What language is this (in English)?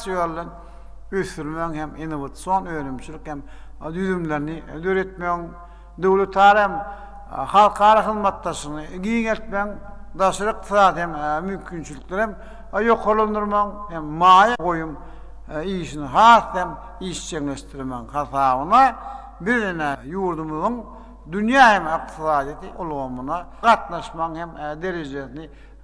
Turkmen